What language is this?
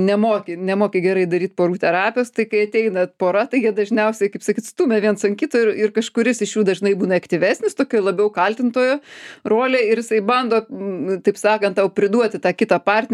Lithuanian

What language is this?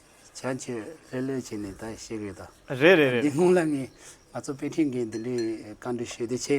Tibetan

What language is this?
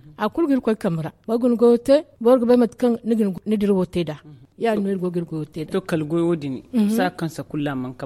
Zarma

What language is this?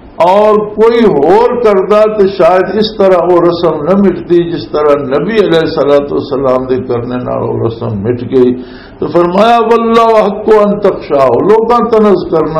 Western Panjabi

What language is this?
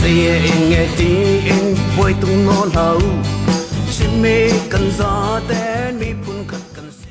Falam Chin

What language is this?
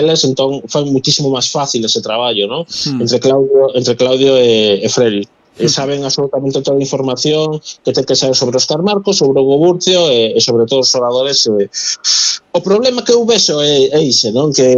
Galician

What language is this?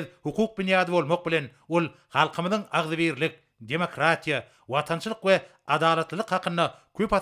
Turkmen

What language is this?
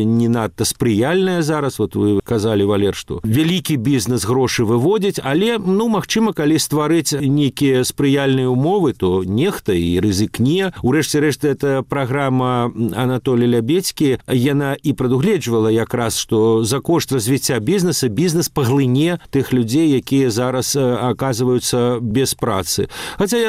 Belarusian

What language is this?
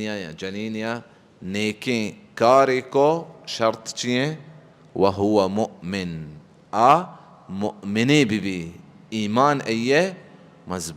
Baluchi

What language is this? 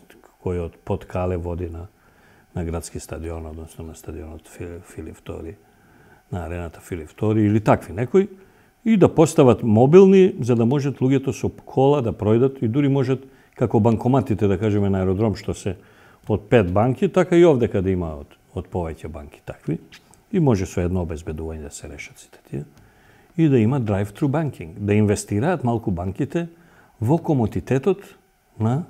Macedonian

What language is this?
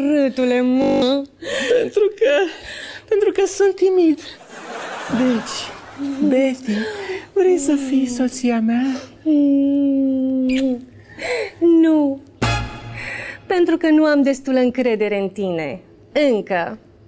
Romanian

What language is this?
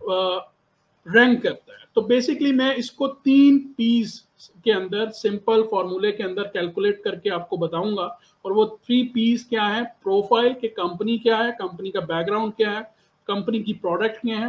Hindi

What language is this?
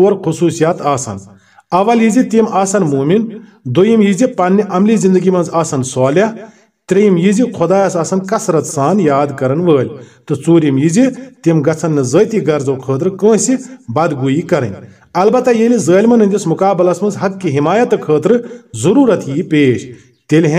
Kashmiri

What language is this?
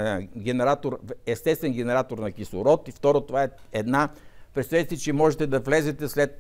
Bulgarian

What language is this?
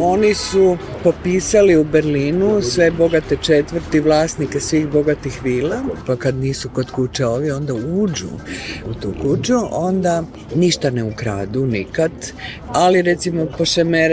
Serbian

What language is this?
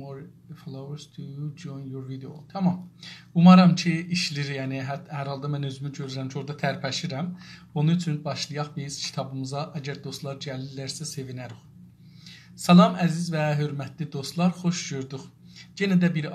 South Azerbaijani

